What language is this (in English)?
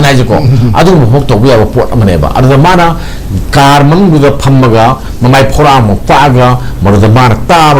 Manipuri